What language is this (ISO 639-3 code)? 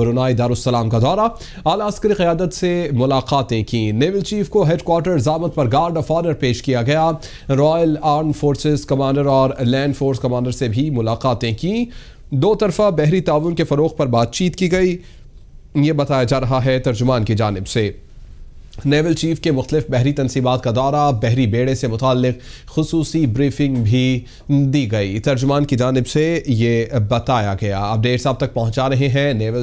urd